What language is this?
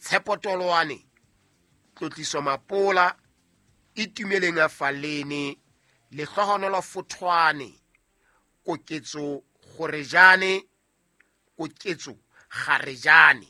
Southern Sotho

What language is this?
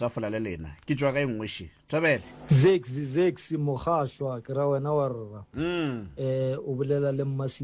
Northern Sotho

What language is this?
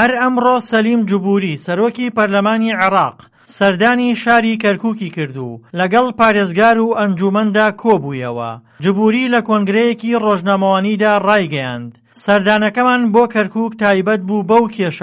Central Kurdish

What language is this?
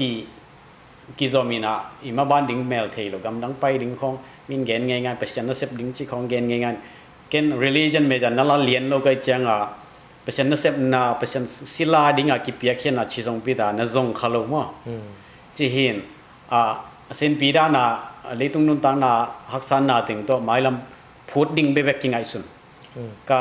Tedim Chin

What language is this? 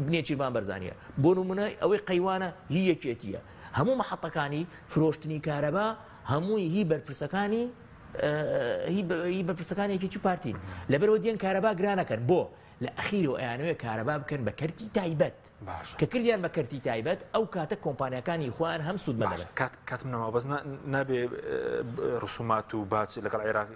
Central Kurdish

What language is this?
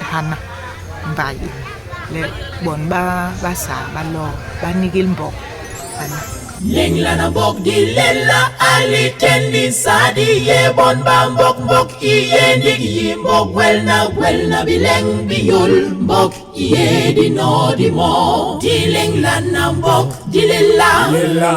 Basaa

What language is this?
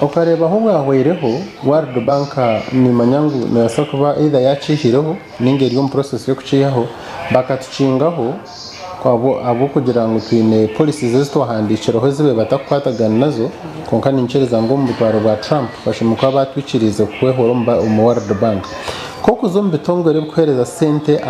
Nyankole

